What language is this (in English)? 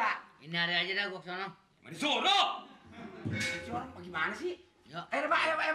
Betawi